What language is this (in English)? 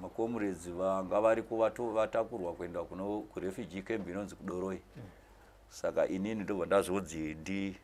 Shona